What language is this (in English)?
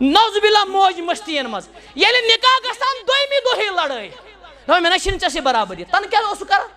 Kashmiri